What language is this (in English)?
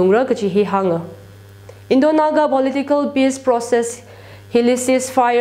Tangkhul Naga (India)